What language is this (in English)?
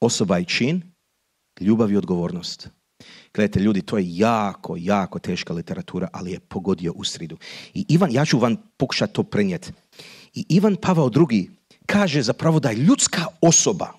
Croatian